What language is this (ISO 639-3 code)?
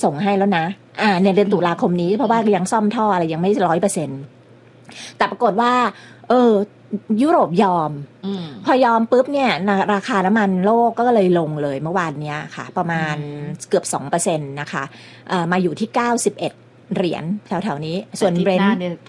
tha